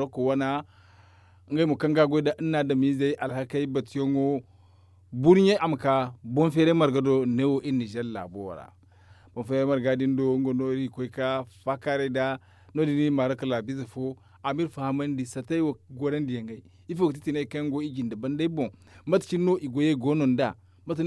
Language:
Zarma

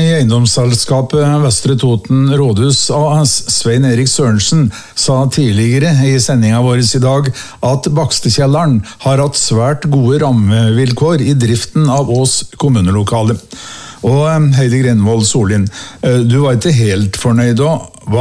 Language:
Norwegian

